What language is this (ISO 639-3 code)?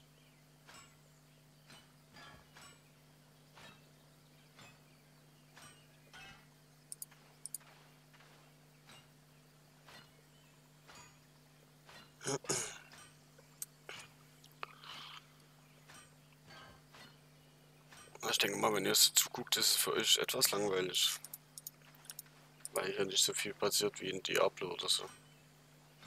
deu